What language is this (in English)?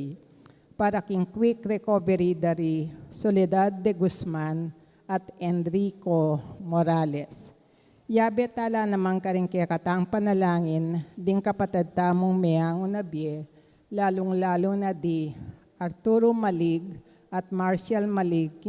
Pampanga